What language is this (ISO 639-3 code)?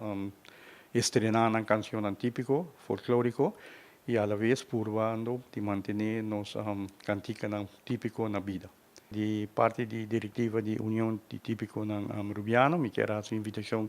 pap